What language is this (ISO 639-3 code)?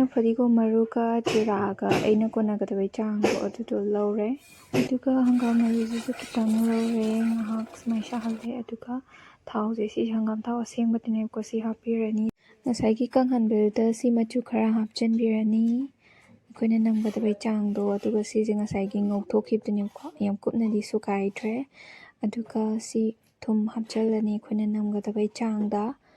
mni